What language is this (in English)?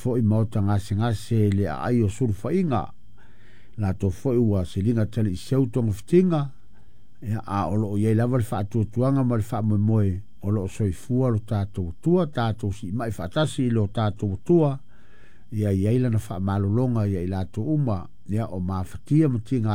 Samoan